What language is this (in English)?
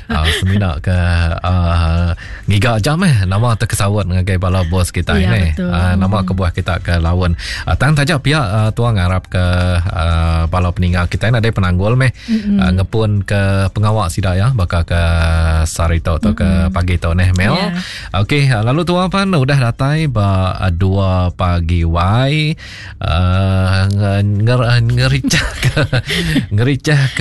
Iban